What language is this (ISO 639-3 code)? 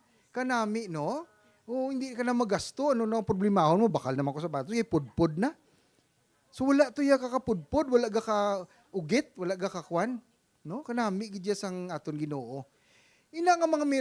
hil